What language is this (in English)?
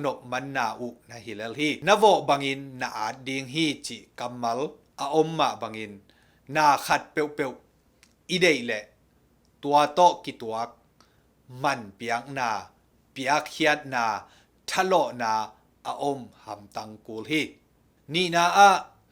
Tedim Chin